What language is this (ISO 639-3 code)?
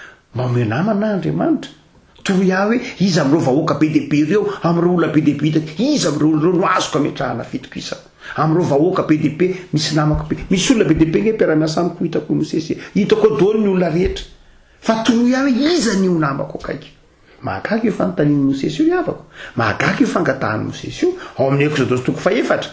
mlg